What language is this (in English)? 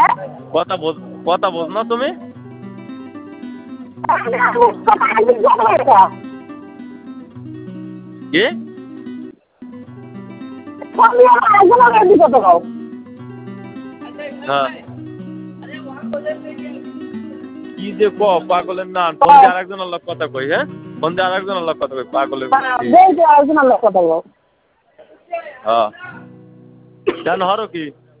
Bangla